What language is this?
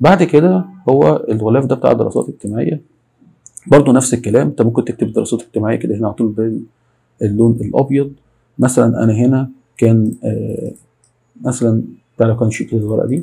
Egyptian Arabic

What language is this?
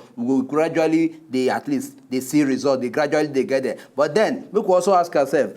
Nigerian Pidgin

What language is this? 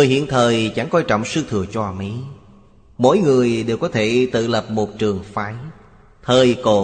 Vietnamese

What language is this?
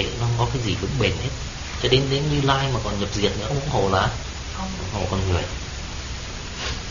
Vietnamese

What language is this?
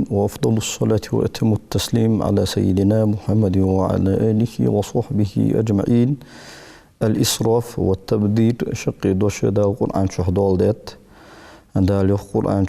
Ingush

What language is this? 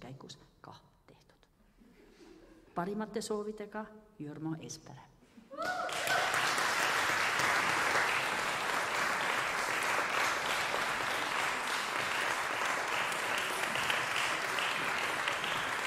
Estonian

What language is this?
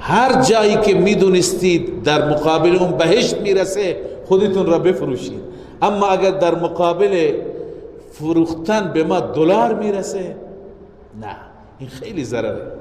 Persian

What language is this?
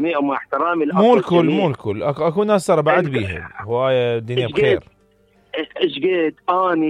Mesopotamian Arabic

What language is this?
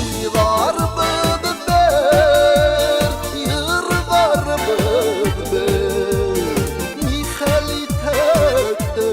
Bashkir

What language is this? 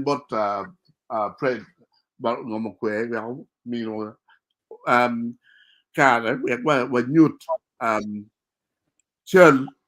Acoli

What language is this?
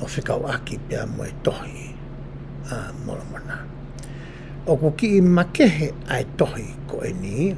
Tongan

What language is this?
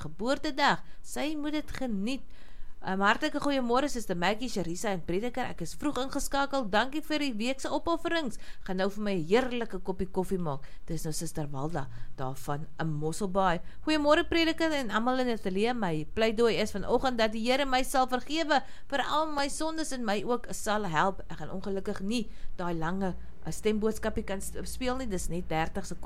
Afrikaans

